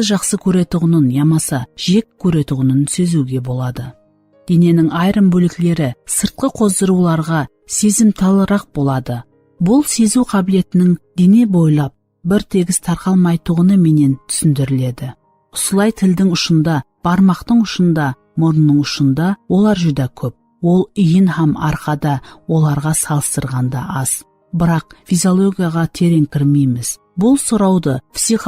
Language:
Kara-Kalpak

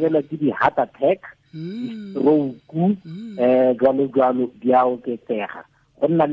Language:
Tswana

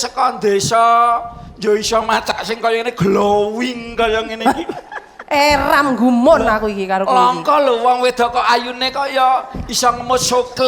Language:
Javanese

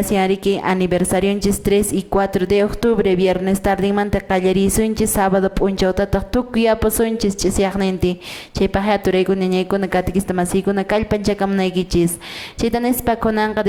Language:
Quechua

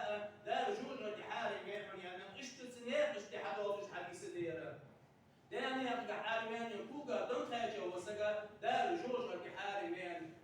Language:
Ingush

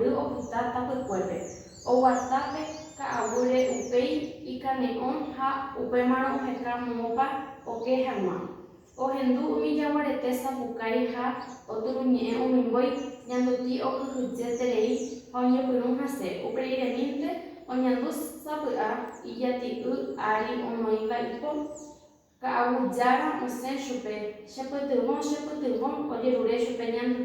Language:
Guarani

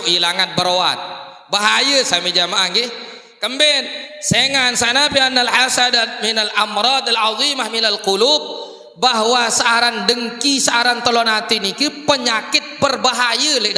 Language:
Sasak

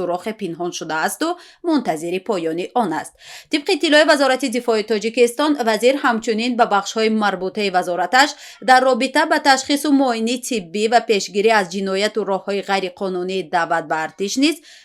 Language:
Tajik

